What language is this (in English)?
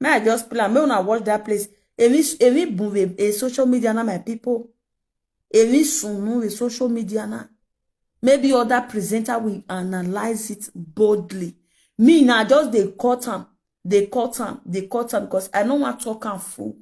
Nigerian Pidgin